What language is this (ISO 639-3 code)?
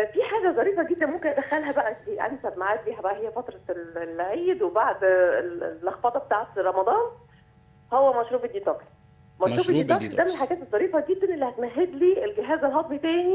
arz